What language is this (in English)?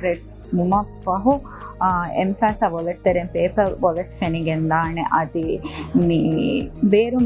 Divehi